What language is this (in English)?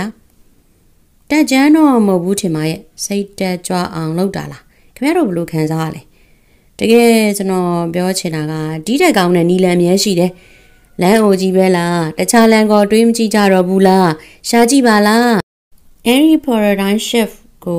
Burmese